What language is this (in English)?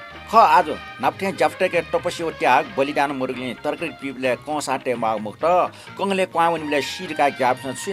Newari